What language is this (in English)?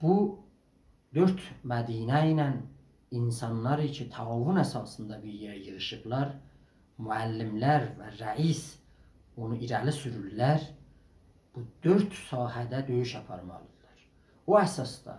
South Azerbaijani